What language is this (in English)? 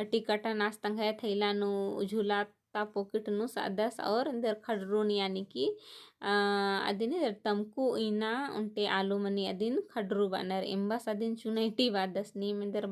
Kurukh